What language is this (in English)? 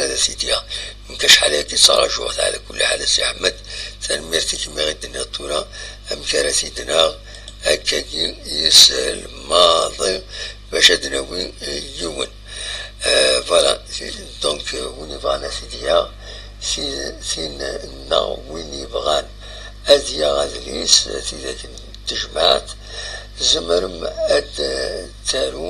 Kabyle